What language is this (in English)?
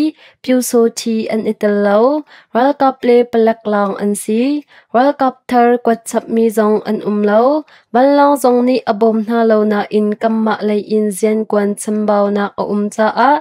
Hakha Chin